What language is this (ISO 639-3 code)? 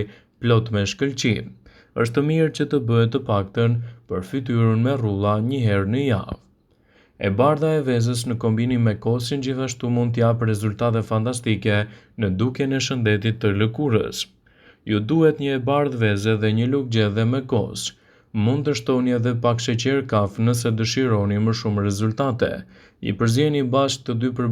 sqi